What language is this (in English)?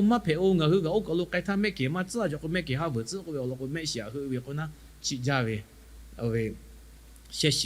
Lahu